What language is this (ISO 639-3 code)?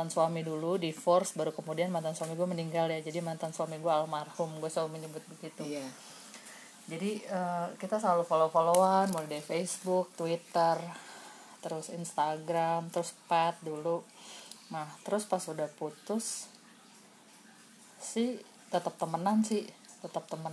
ind